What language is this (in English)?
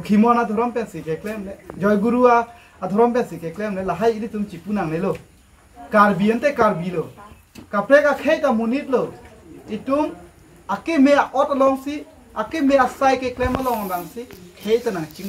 Karbi